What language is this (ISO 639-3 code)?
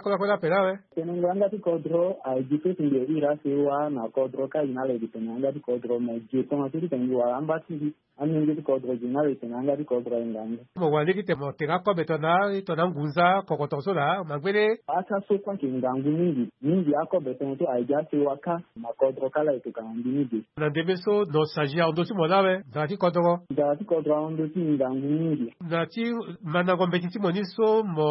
sag